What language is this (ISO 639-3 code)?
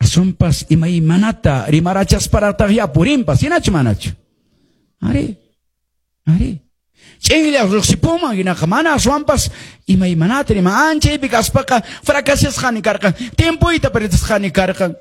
que